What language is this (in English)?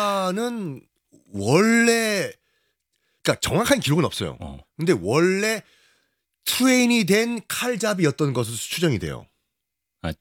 Korean